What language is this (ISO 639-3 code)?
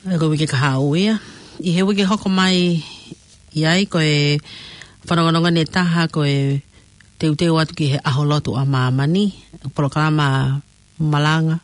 ton